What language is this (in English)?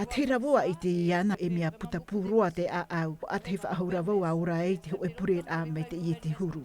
Tahitian